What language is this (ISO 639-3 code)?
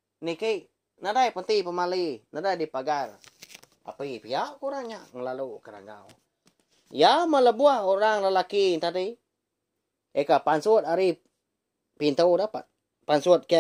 iba